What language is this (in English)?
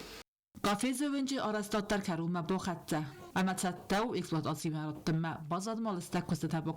Ossetic